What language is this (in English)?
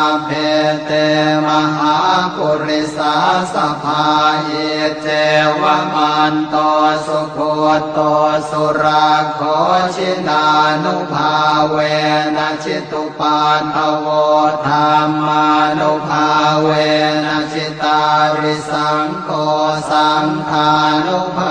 Pali